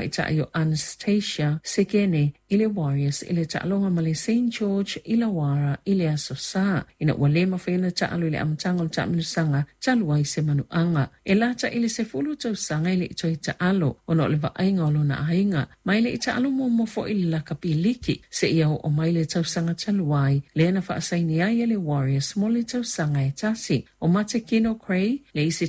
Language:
Samoan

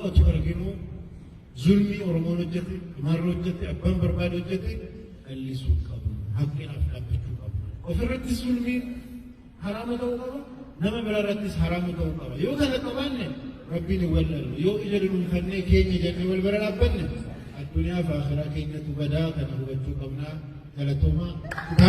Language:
Oromo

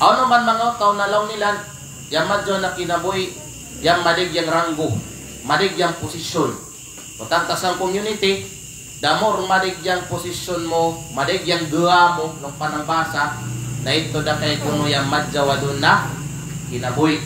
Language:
Kalagan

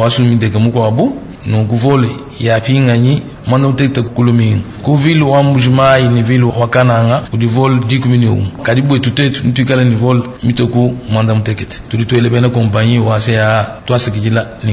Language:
Luba-Lulua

